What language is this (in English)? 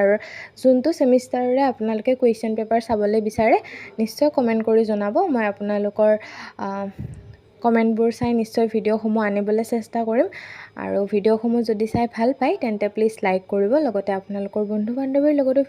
Assamese